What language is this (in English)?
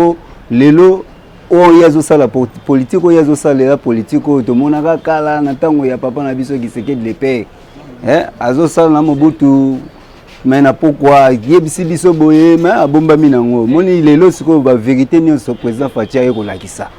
Lingala